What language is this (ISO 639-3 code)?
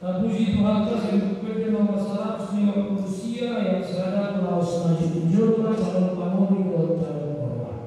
bbc